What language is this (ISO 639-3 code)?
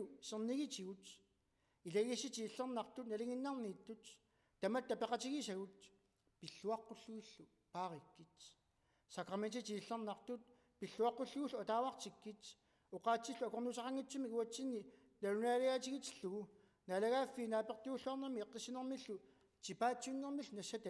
kal